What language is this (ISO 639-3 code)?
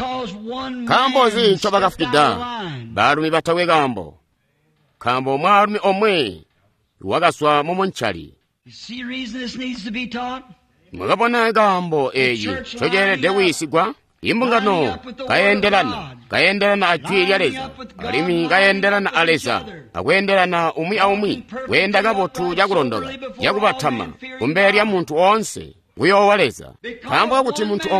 toi